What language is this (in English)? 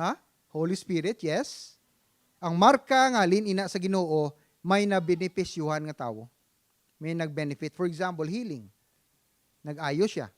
Hiligaynon